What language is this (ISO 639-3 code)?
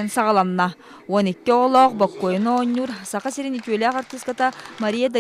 sah